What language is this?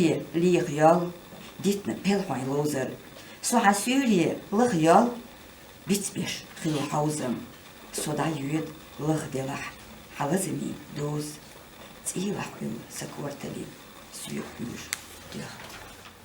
Chechen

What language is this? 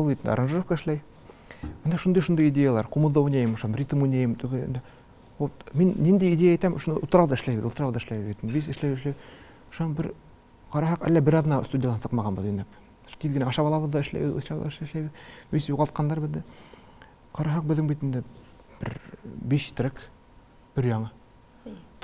Tatar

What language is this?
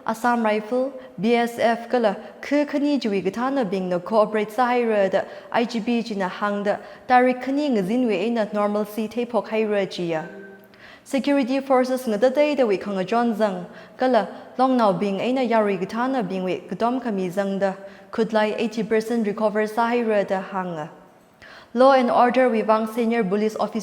Tangkhul Naga (India)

